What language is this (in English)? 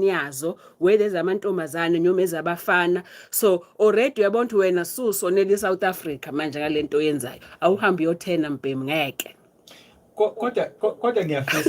Zulu